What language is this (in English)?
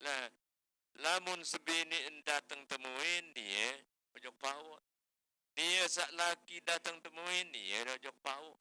Sasak